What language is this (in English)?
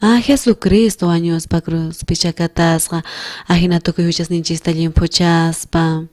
South Bolivian Quechua